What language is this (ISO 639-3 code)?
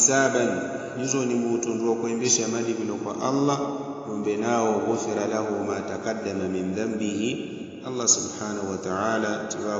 yao